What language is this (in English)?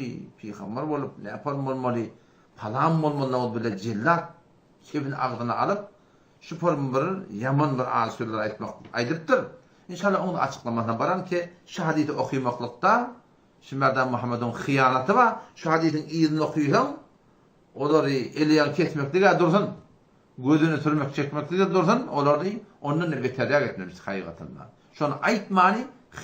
Turkmen